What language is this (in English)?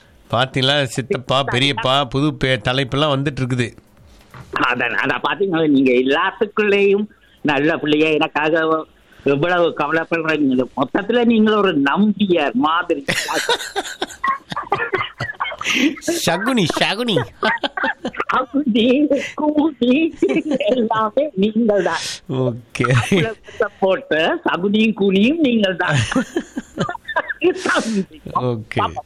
Tamil